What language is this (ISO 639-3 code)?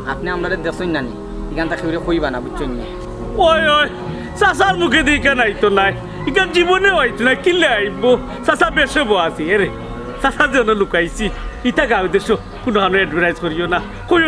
syl